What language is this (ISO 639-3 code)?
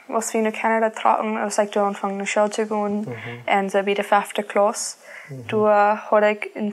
pdt